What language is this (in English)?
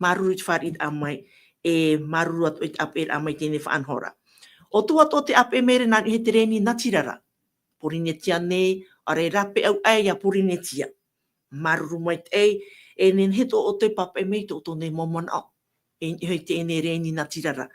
Tahitian